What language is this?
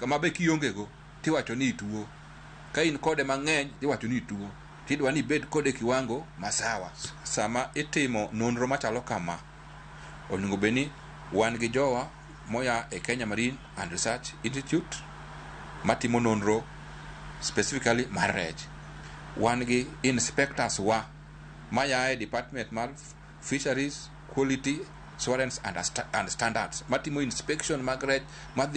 Luo (Kenya and Tanzania)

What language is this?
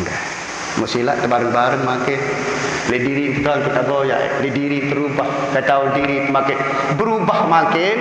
Sasak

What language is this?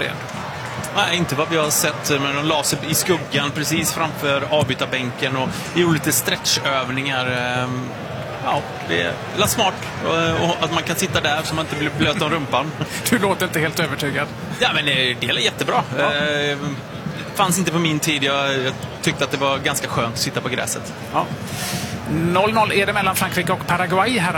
Swedish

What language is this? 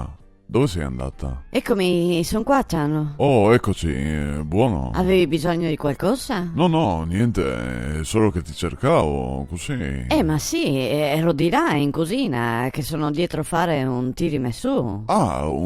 Venetian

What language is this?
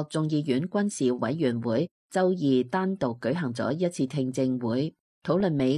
Cantonese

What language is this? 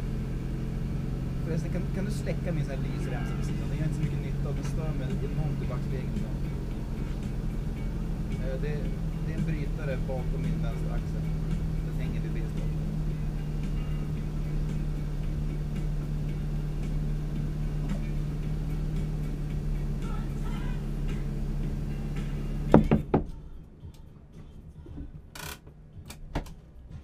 Swedish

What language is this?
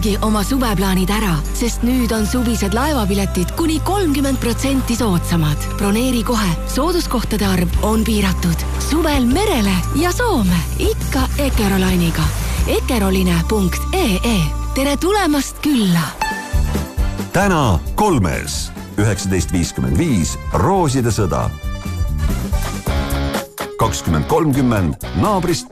Estonian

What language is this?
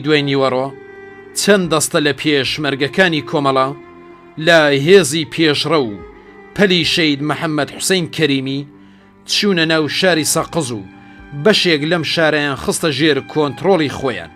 Central Kurdish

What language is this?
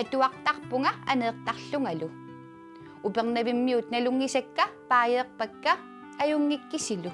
Kalaallisut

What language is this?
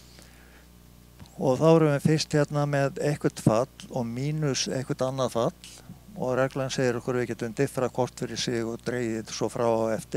Icelandic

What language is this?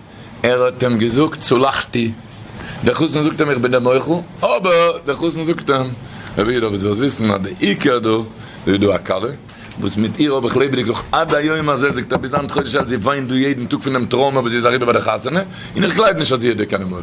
Yiddish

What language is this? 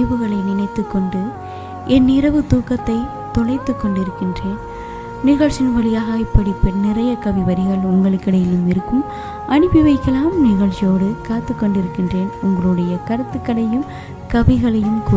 Tamil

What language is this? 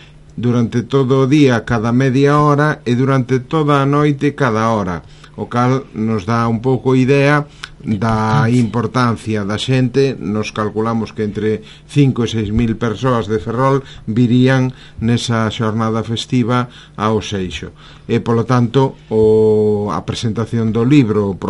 Galician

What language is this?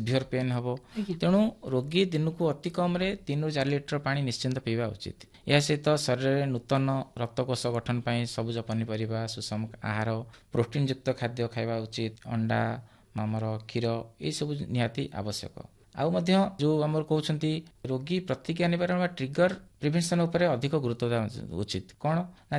Odia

